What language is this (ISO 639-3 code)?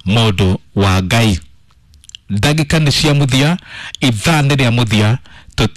kik